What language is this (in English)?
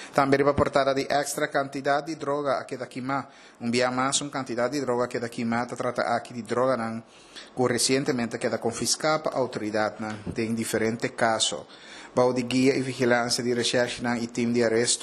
Papiamento